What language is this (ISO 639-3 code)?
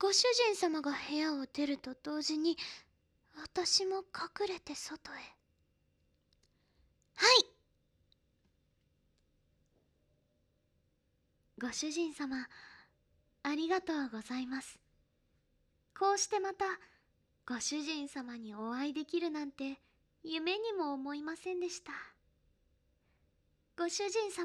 jpn